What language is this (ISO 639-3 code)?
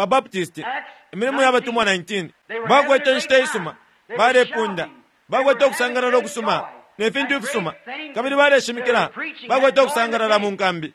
bem